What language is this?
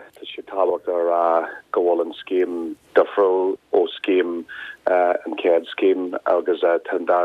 Irish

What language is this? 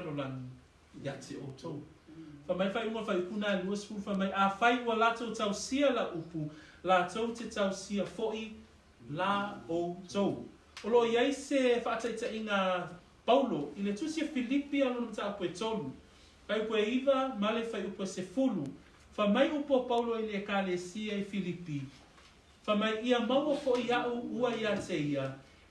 Samoan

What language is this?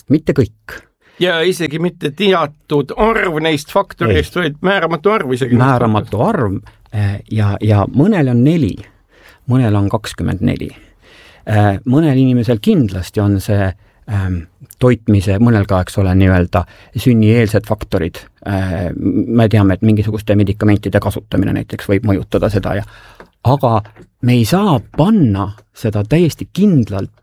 Estonian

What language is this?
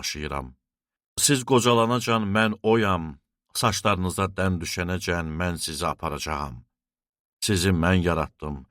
Azerbaijani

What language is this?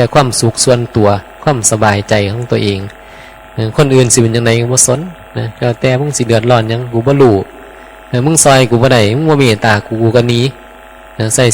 Northeastern Thai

